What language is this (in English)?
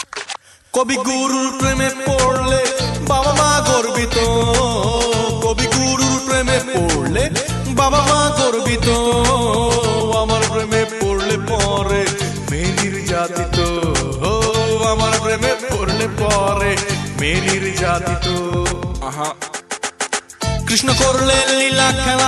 Bangla